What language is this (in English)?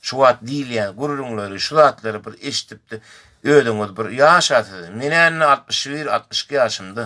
Turkmen